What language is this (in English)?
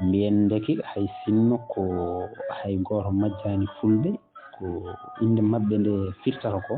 Fula